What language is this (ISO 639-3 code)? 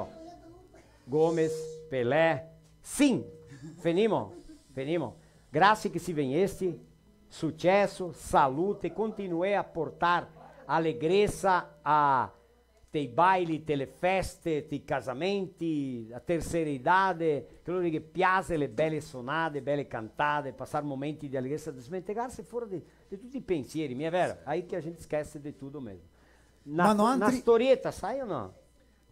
vec